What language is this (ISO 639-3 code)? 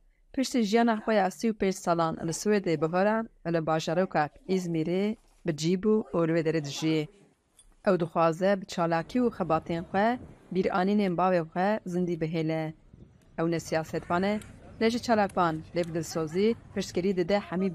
kur